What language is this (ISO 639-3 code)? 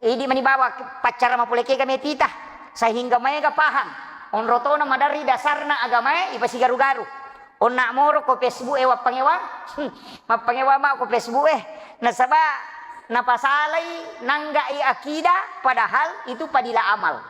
bug